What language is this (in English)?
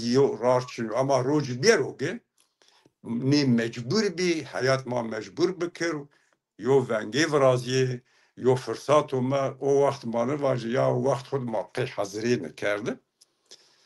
Zaza